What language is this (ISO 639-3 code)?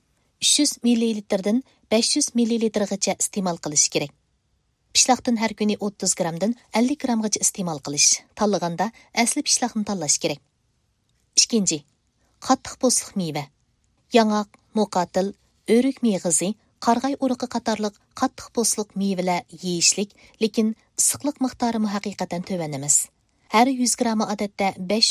uig